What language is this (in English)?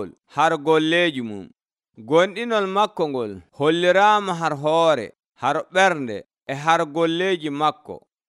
Nigerian Fulfulde